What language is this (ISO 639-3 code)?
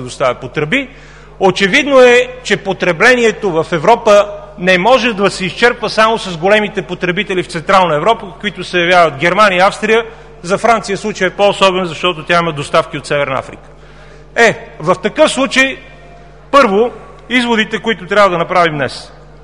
bul